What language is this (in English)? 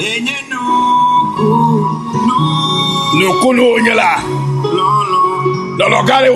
Ewe